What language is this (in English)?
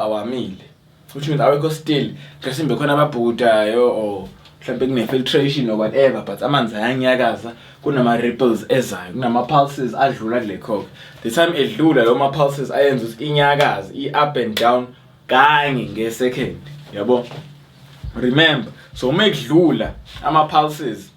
Zulu